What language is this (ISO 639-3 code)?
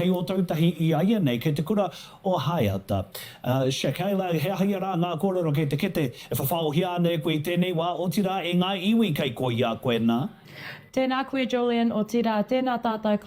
mri